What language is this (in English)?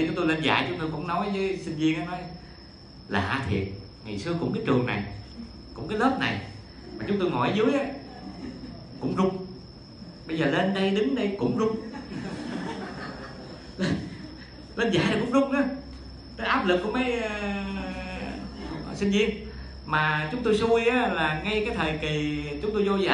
Vietnamese